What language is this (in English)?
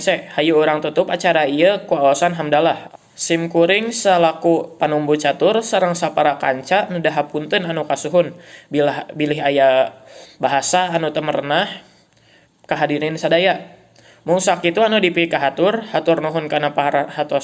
Sundanese